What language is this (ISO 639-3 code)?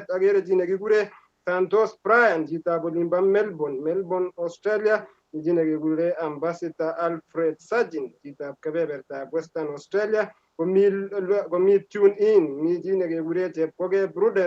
kln